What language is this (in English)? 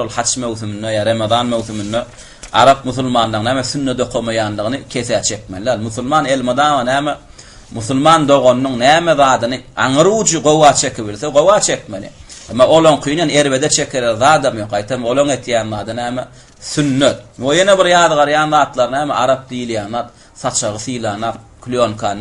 Turkmen